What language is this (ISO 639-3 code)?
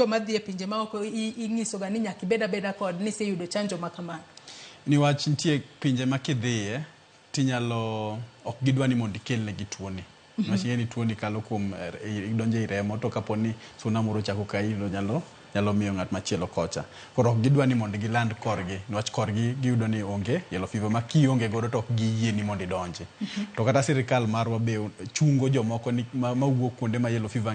luo